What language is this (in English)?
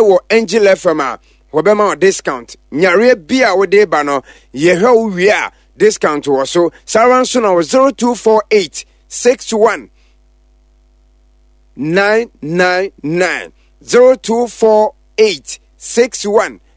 Akan